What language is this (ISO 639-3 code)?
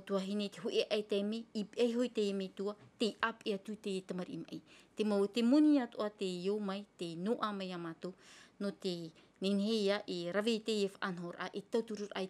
tah